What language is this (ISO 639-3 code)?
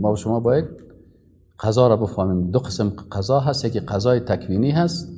fas